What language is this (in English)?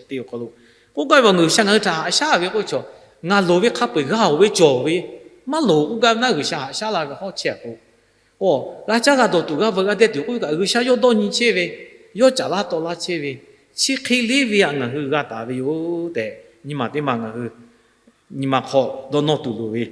Lahu